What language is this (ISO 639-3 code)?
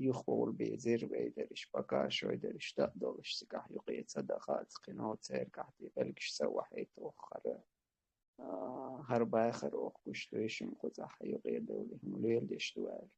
che